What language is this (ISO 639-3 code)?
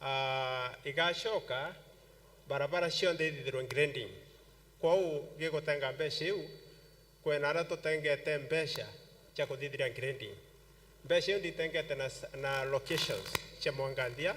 mer